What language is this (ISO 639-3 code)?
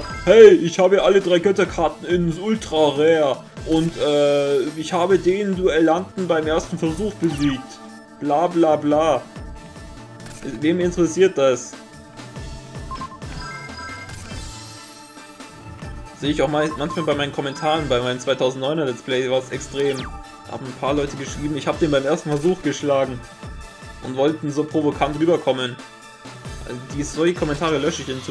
deu